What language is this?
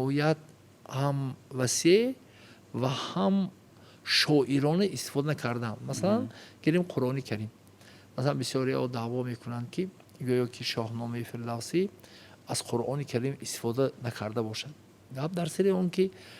Tajik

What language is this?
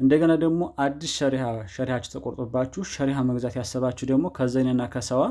Amharic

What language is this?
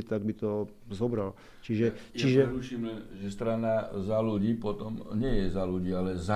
Slovak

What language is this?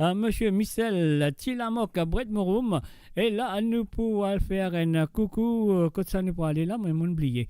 Morisyen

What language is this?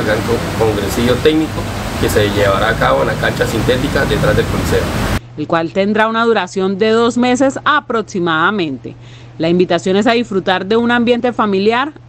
Spanish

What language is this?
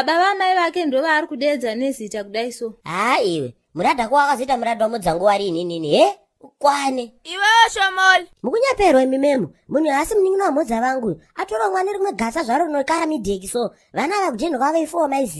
Shona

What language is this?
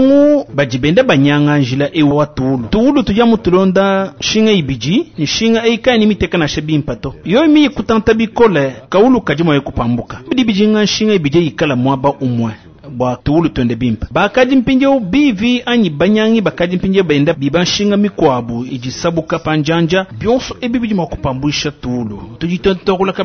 Luba-Lulua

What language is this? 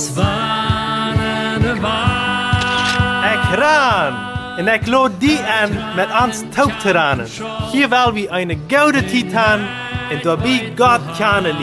Plautdietsch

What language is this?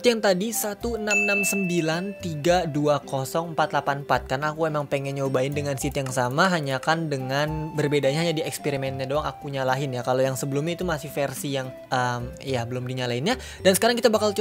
Indonesian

